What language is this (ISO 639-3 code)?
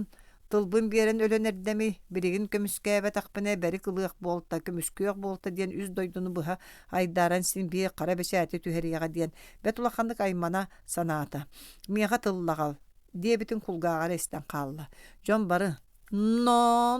sah